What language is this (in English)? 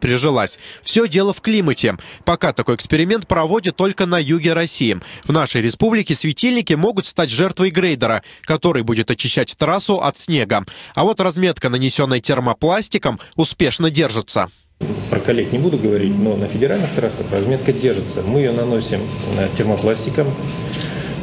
Russian